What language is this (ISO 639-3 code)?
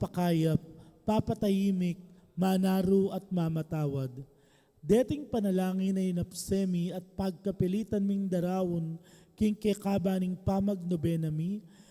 pam